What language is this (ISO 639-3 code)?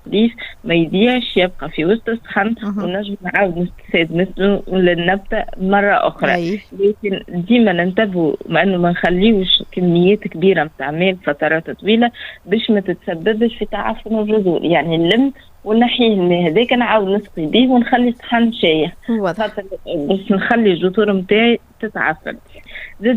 aeb